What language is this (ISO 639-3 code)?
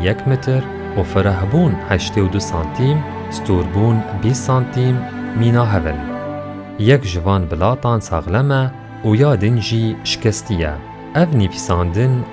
kur